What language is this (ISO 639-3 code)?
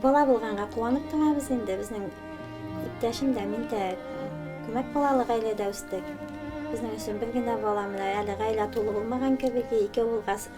bak